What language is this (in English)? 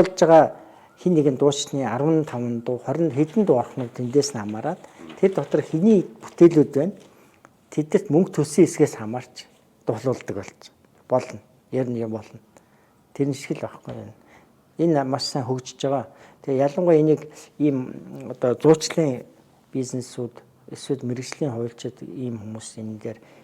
Mongolian